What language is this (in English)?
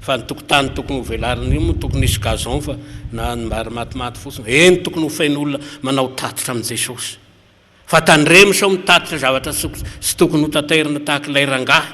Malagasy